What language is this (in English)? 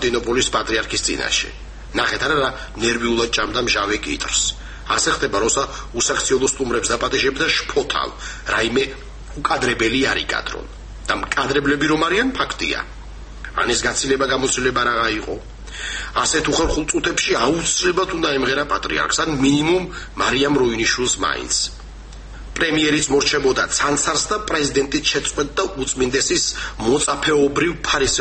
Georgian